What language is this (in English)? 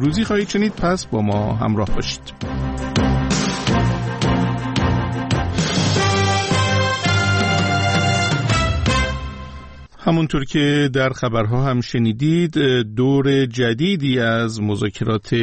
Persian